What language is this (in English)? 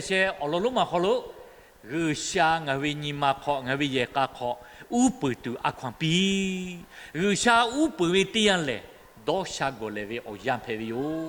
Lahu